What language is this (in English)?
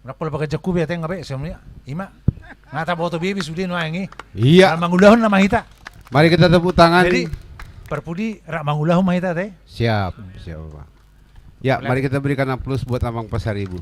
Batak Toba